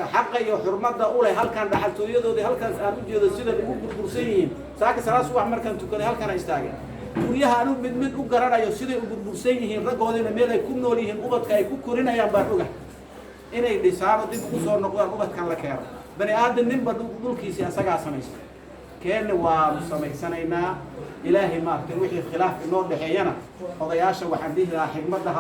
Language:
Somali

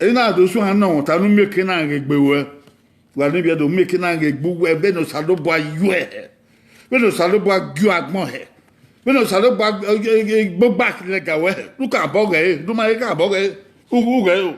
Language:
Bini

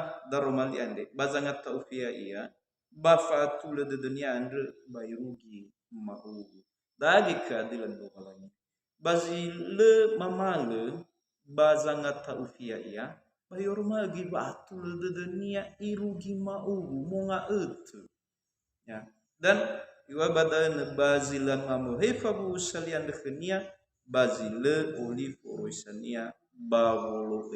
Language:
Nias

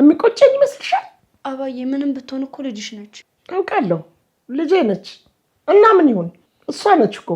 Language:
Amharic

